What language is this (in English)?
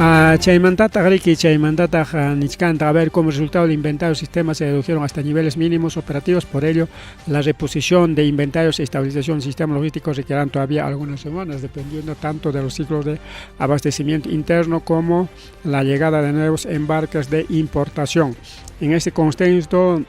Ayacucho Quechua